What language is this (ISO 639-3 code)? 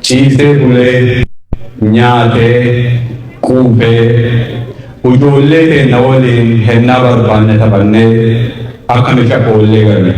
orm